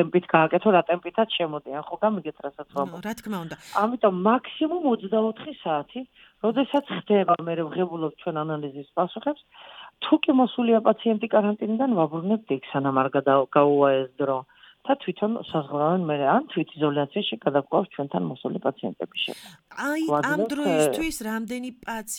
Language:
Georgian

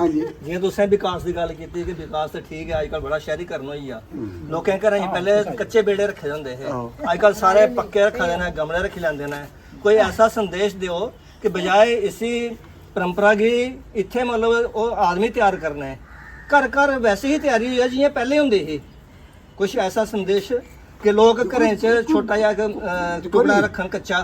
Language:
Dogri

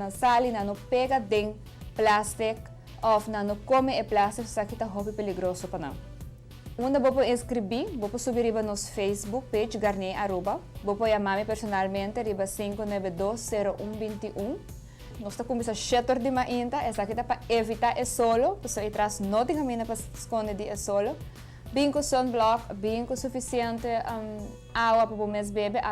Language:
Papiamento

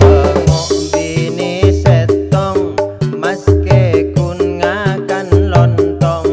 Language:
Madurese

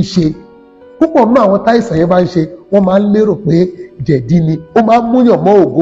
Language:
Yoruba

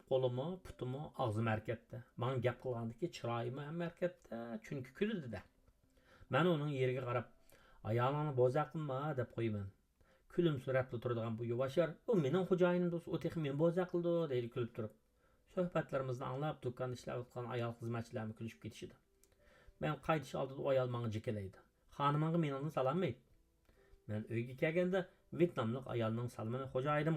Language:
Uyghur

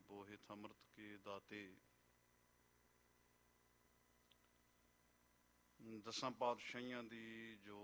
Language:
Punjabi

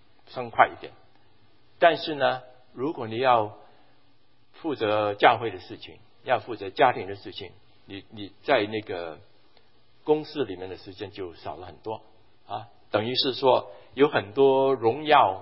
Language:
Chinese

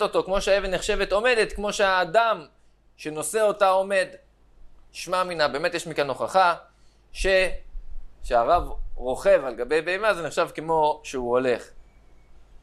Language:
Hebrew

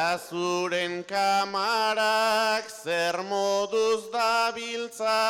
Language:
Basque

